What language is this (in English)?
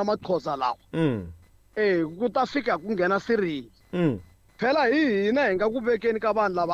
Tsonga